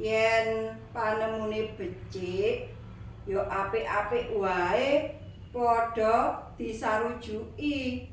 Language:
Javanese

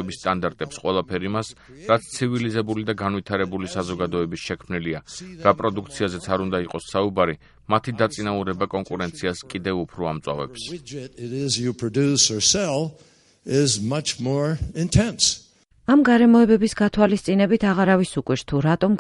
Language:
Georgian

